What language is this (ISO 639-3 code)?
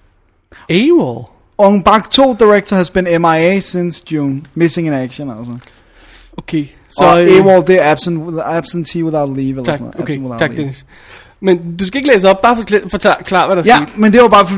dan